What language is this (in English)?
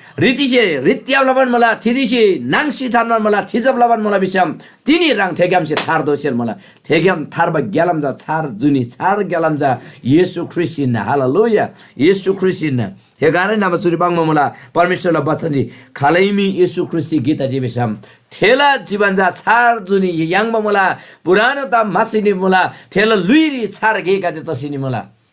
Eastern Tamang